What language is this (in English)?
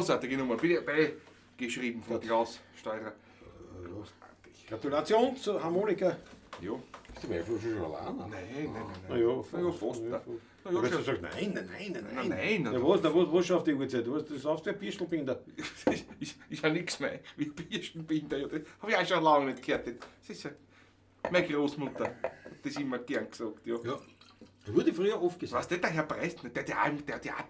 Bavarian